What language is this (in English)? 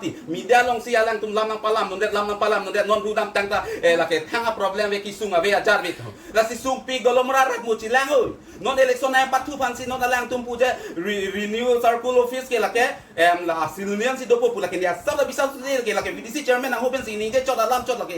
Karbi